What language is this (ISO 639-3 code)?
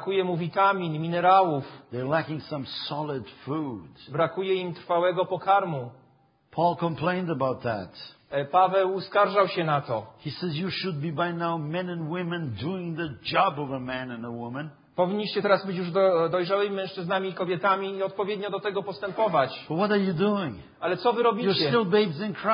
pol